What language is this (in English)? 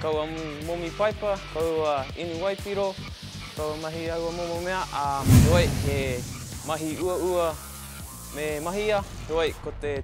Māori